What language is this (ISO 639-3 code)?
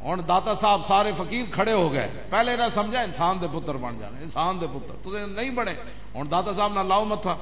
lah